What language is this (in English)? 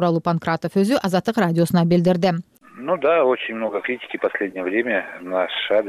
Kyrgyz